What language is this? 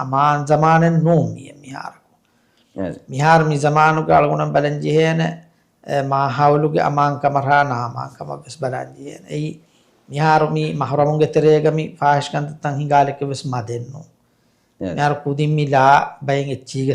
Divehi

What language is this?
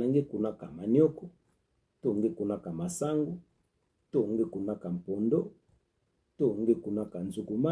Kituba (Democratic Republic of Congo)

